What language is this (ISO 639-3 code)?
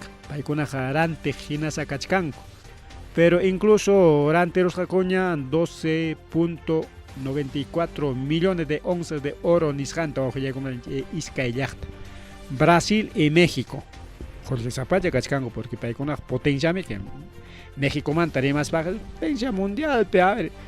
quy